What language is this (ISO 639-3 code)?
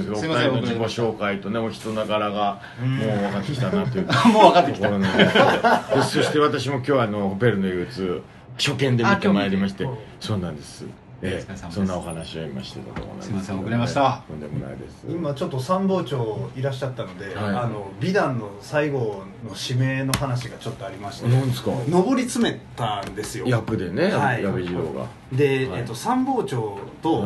jpn